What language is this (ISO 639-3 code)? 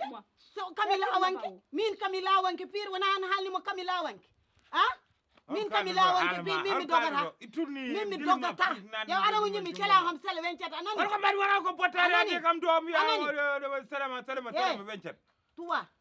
ful